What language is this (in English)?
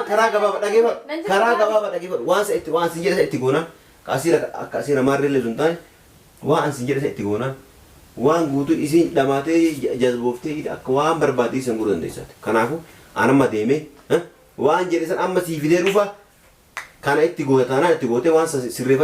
Oromo